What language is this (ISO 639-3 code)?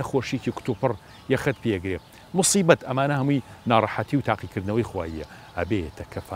ckb